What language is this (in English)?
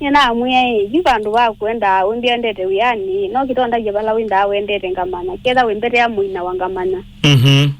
Kamba